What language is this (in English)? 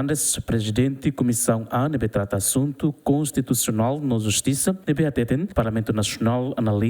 Tetum